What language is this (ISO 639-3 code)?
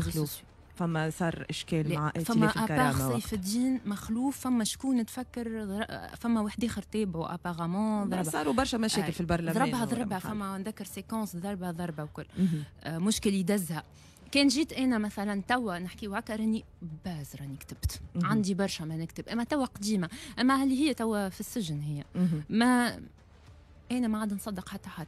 aeb